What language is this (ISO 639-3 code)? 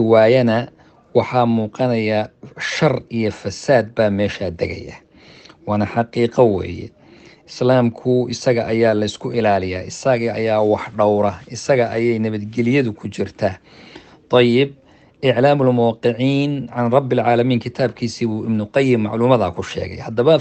som